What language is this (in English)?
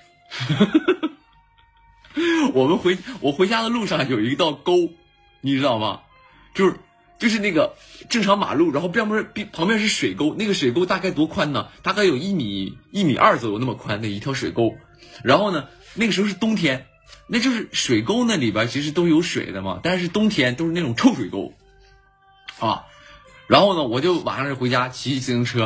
Chinese